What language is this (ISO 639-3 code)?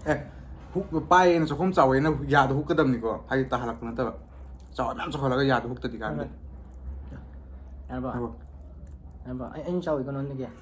mni